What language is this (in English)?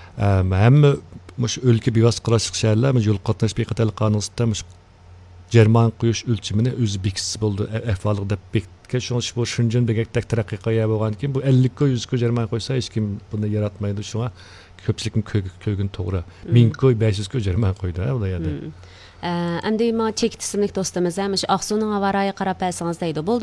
Uyghur